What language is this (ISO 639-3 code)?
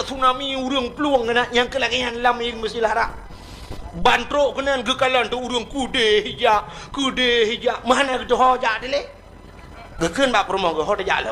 ace